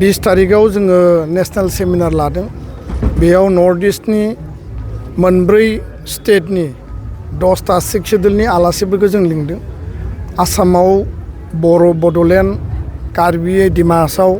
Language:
Bodo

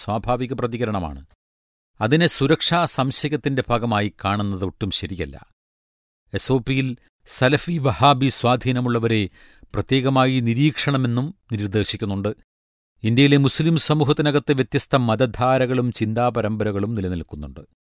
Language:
Malayalam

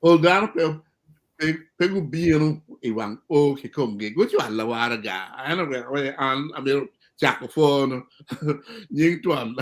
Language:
Acoli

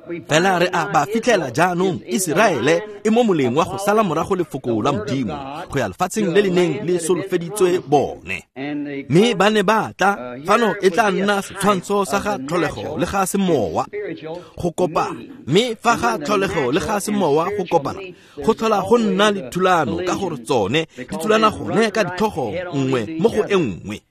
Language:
Tswana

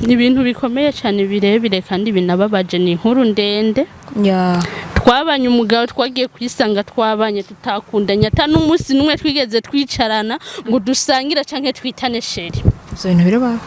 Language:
Rundi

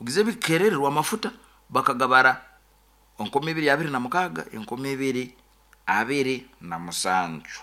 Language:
Nyoro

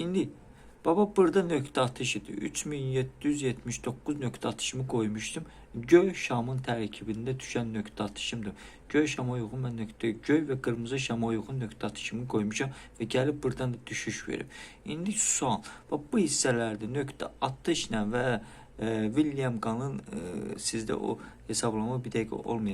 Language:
Azerbaijani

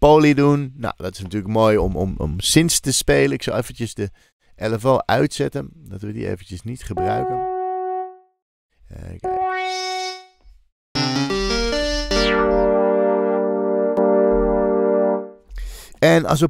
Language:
Dutch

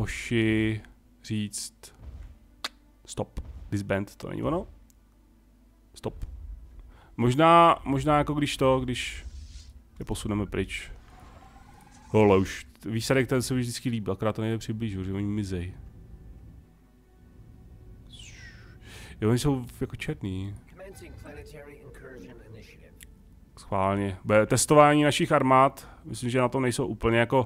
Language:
Czech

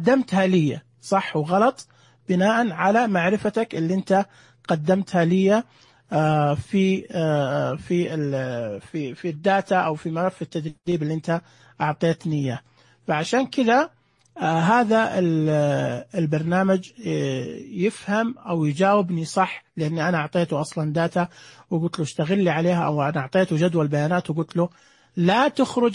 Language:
Najdi Arabic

